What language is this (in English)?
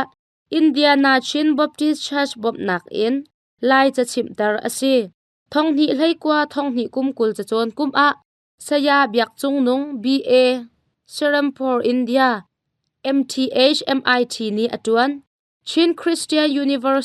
Hakha Chin